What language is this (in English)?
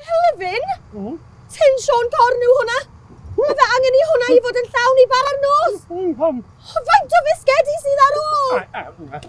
Welsh